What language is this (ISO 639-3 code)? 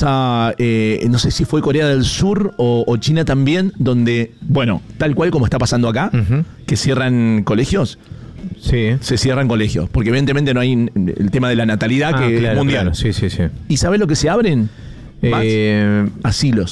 spa